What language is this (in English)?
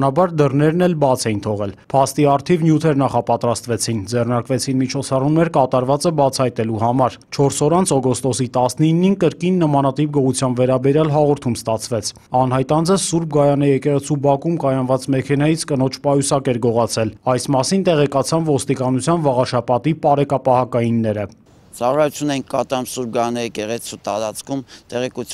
Armenian